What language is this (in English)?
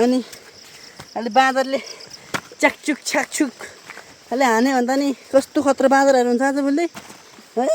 Nepali